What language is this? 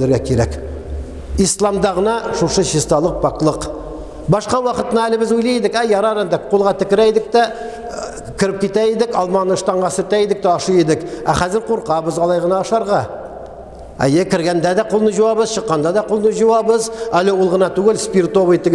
Tatar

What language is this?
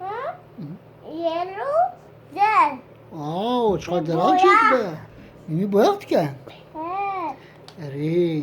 Kurdish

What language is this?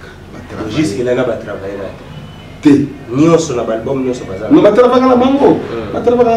Lingala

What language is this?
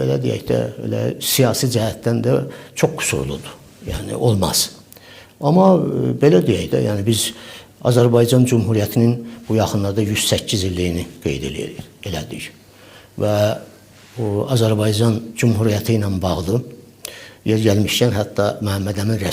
Azerbaijani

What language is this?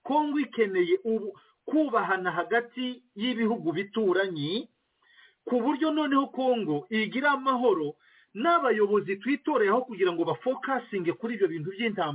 Kinyarwanda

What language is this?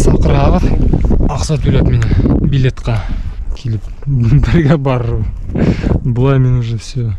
Bashkir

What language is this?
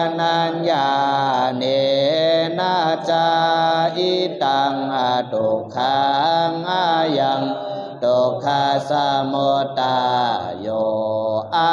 Pali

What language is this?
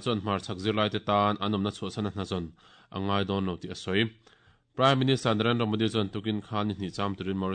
Mizo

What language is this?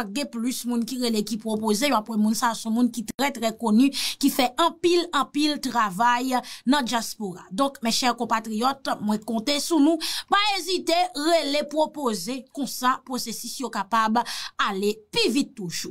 Haitian Creole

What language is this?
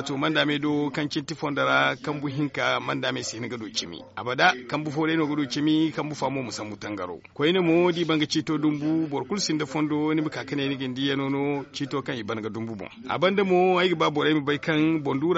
Zarma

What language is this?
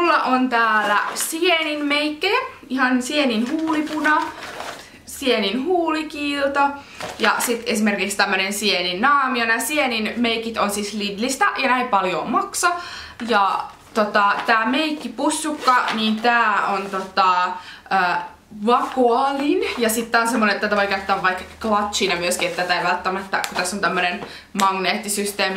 Finnish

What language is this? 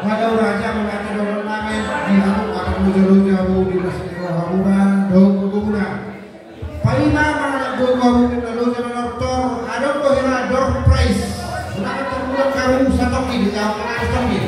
Batak Toba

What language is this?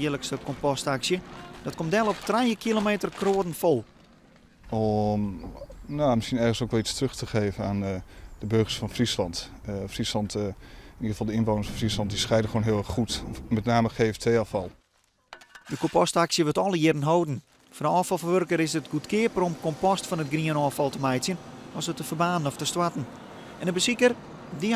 Western Frisian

